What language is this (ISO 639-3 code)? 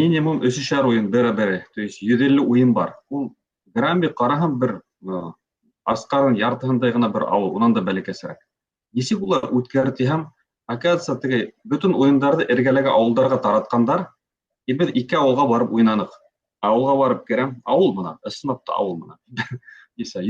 bak